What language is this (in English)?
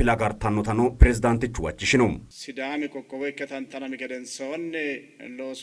Sidamo